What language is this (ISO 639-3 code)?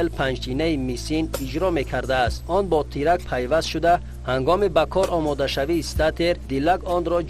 tgk